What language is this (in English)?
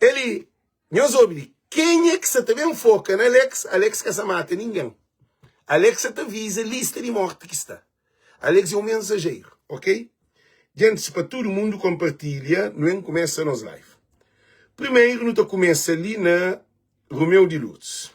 Kabuverdianu